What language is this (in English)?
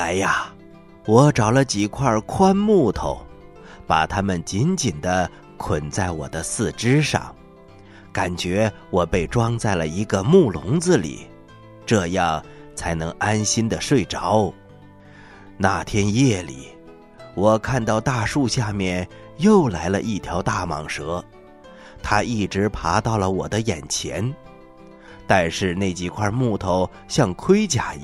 Chinese